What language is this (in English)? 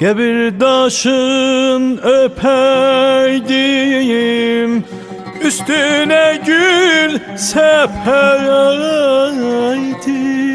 South Azerbaijani